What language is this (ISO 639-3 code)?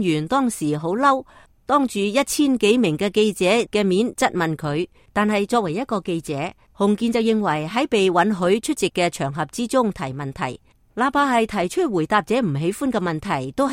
yue